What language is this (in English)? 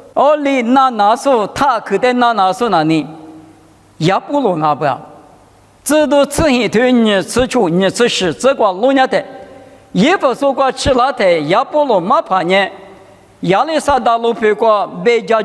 Lisu